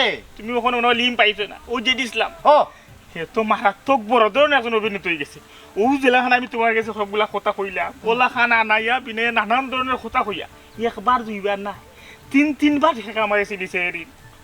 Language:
Sylheti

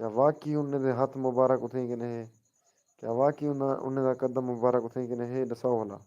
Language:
Saraiki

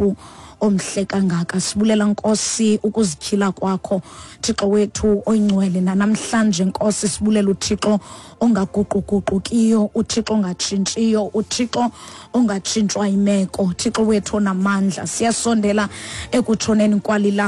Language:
Xhosa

